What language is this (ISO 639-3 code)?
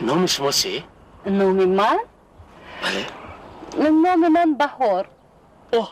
tgk